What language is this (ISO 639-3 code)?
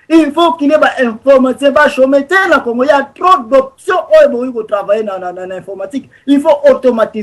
lin